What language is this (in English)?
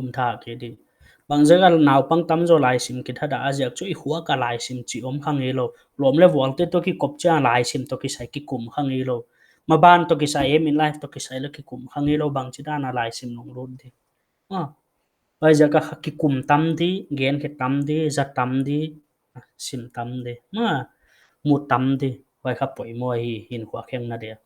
Paite Chin